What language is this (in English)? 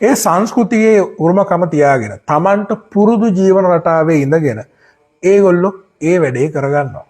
Sinhala